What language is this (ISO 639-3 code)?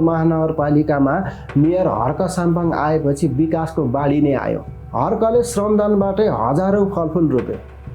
nep